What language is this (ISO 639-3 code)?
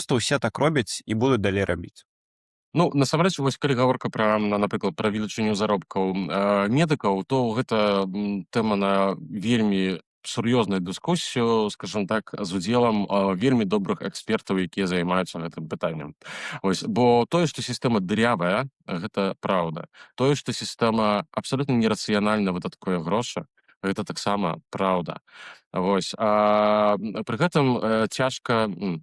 bel